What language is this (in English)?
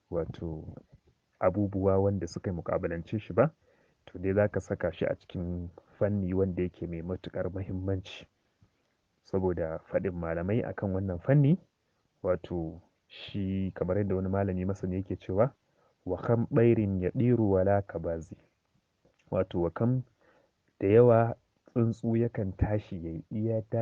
Hausa